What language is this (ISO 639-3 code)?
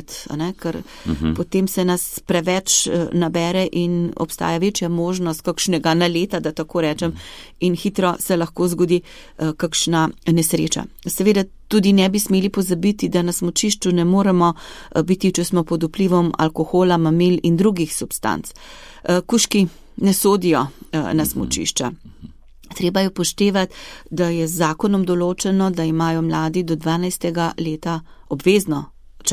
slv